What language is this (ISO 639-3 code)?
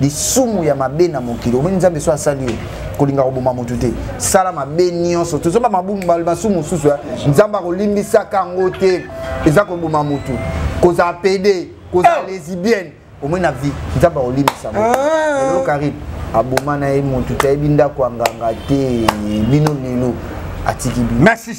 lin